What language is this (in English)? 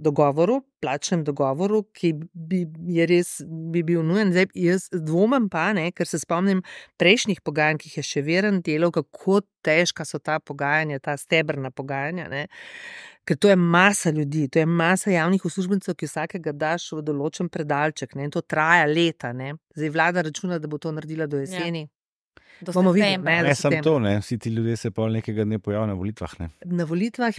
Slovenian